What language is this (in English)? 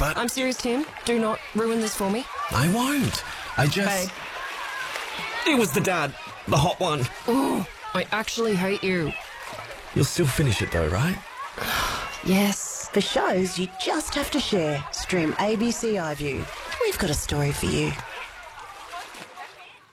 English